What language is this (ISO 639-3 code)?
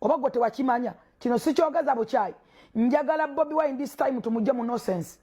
lug